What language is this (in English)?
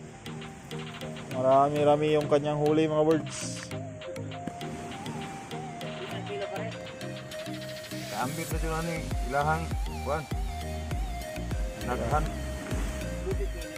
Filipino